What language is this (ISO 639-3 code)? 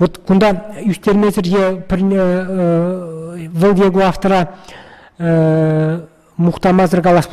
chv